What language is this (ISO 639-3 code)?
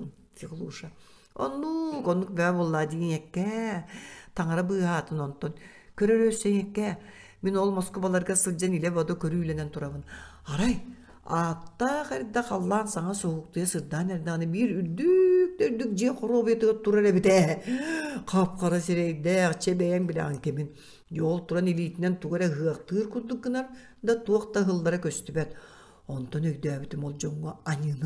sah